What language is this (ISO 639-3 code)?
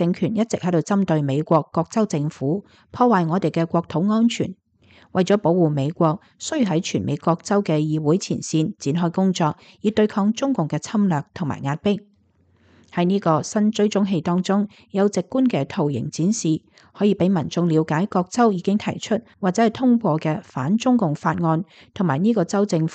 yue